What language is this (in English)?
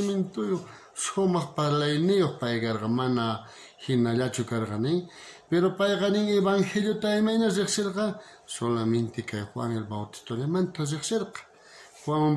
South Bolivian Quechua